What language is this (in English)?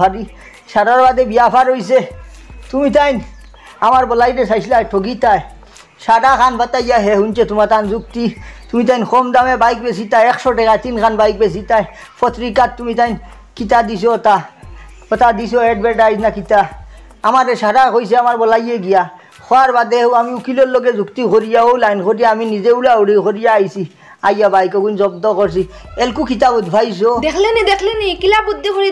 Sylheti